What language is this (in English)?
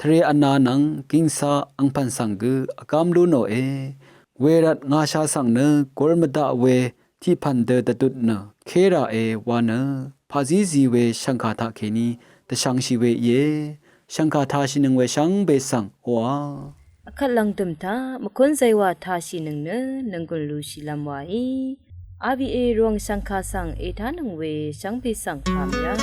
Rawang